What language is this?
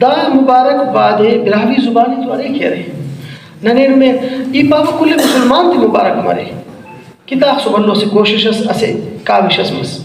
Brahui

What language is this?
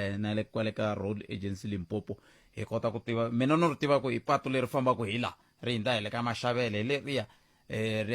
Tsonga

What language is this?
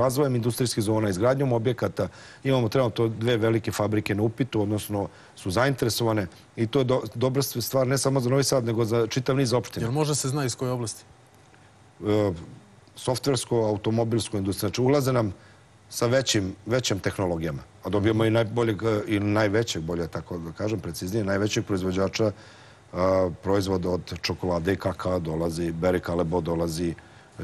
Serbian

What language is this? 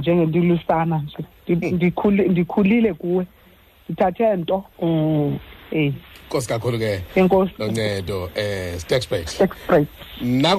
Xhosa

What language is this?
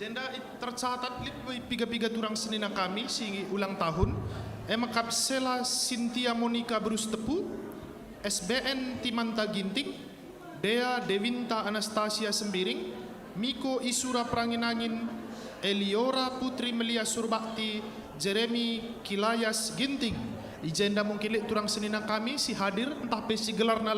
Batak Karo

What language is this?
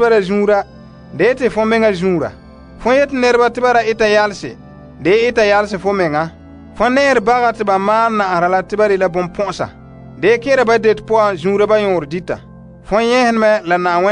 Frafra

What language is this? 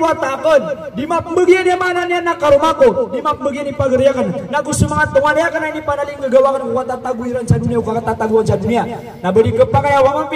Maranao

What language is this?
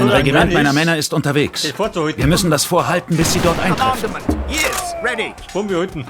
Bavarian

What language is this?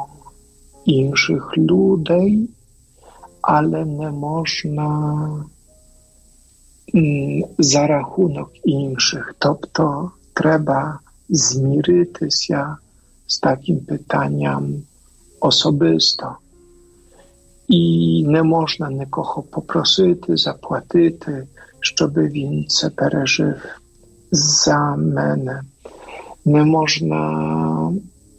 Ukrainian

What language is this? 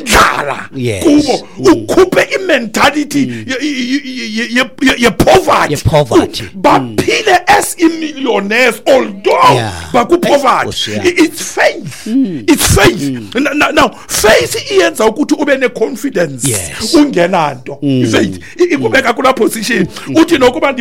Xhosa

